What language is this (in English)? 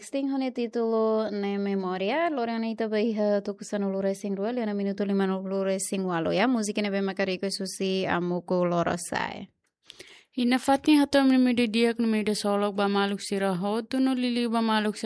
Tetum